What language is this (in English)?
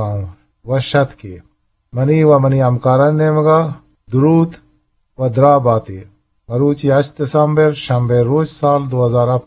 Eastern Balochi